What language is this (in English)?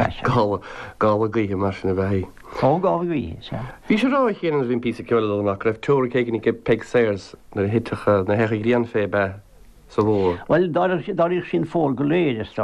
Irish